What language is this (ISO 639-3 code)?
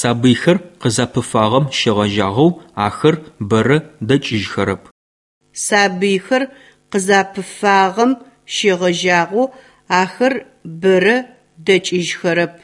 ady